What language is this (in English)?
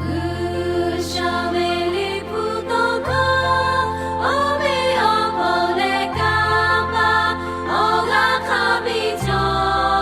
Lahu